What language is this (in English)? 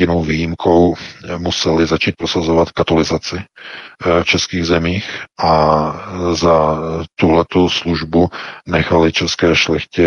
Czech